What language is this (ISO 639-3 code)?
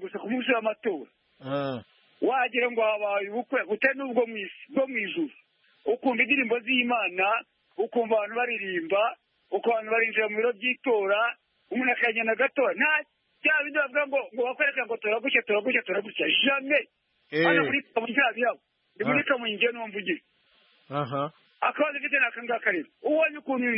kin